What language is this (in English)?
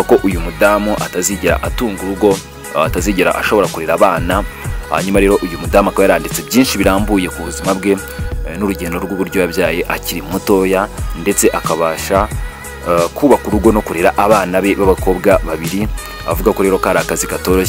Kinyarwanda